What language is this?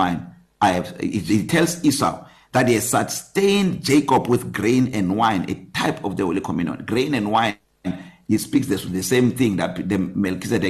English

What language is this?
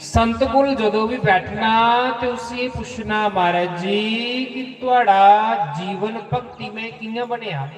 Dogri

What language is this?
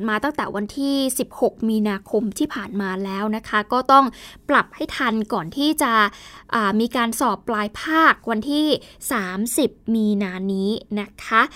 Thai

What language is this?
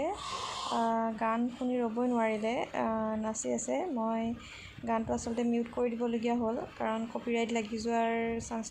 Assamese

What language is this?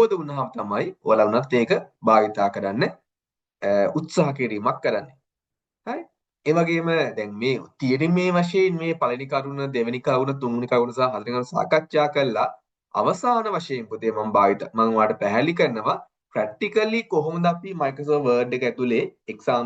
Sinhala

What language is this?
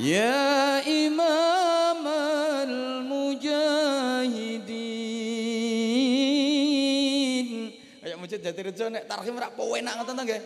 Javanese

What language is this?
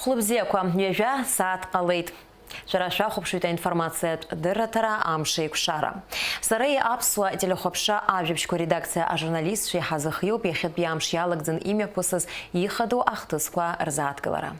Abkhazian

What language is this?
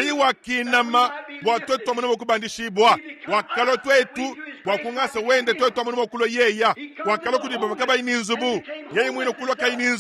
Luba-Lulua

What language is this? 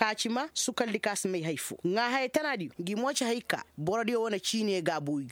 Koyraboro Senni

